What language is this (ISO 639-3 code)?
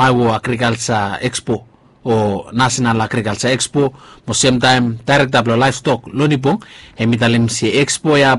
bis